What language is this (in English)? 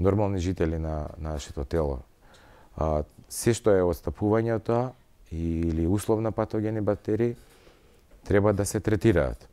Macedonian